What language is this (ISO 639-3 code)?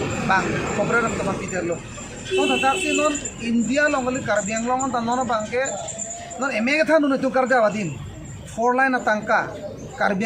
mjw